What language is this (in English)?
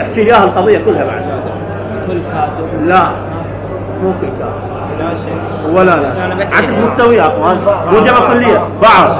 Mesopotamian Arabic